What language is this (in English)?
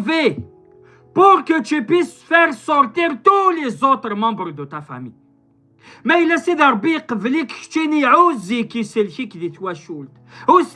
Kabyle